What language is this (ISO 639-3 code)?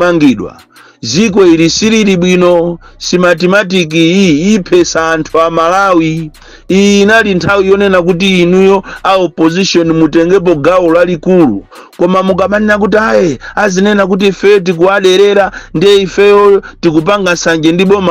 nya